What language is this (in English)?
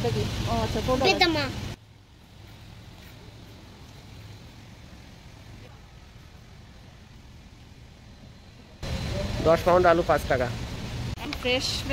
Bangla